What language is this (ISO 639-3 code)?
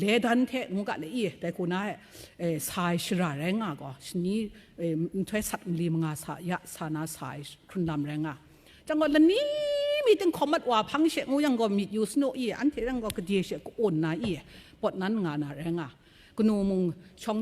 kac